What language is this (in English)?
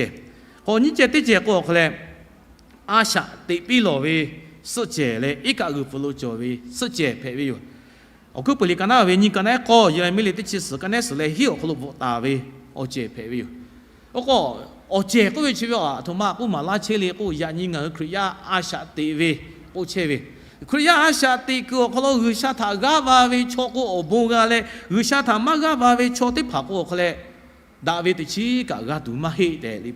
Lahu